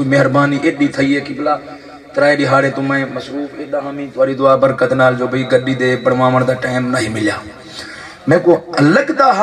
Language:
Saraiki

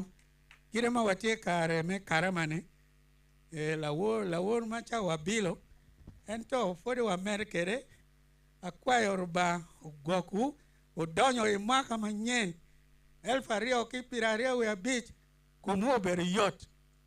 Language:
Acoli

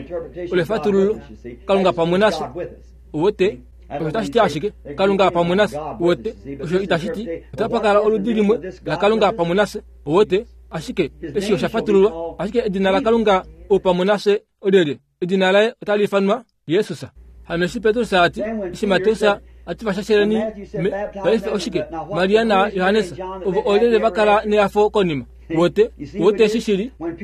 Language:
Kuanyama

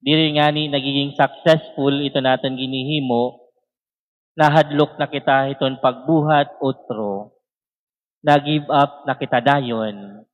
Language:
Waray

